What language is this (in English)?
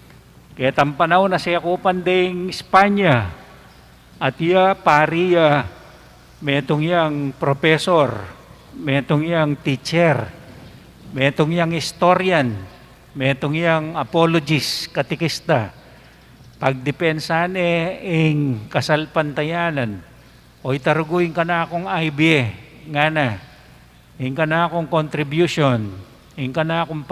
Pampanga